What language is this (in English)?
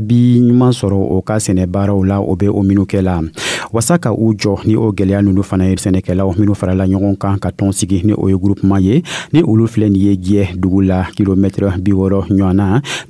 Dyula